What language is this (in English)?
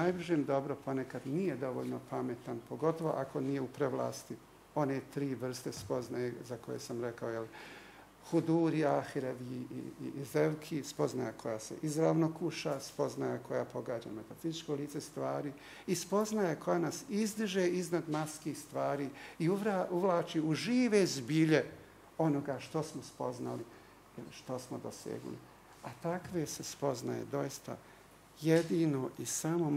Bosnian